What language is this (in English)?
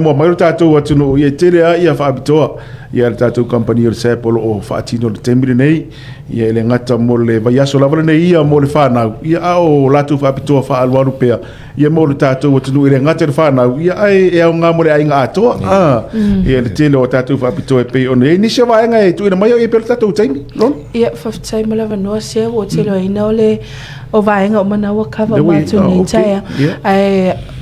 Samoan